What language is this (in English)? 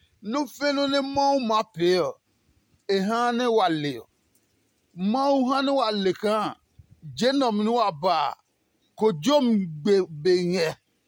Adangme